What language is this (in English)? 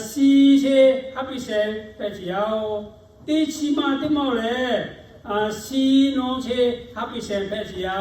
Lahu